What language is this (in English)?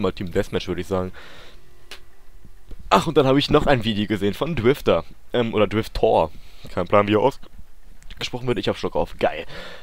German